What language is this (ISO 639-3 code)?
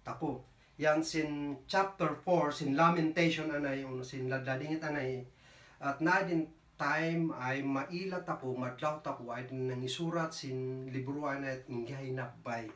kne